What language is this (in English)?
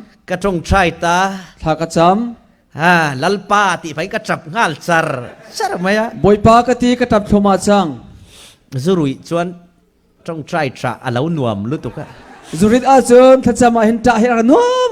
Falam Chin